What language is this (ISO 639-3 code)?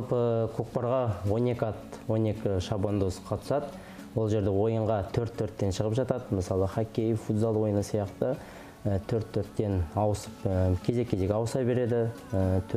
kaz